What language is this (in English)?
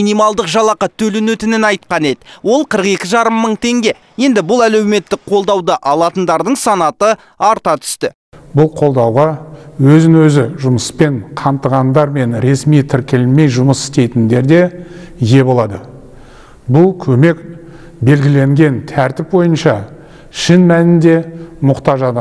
Kazakh